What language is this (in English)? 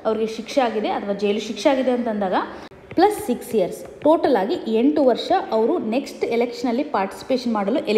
Kannada